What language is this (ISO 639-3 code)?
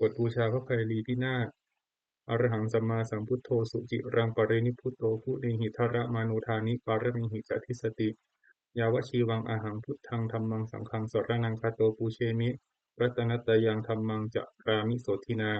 pli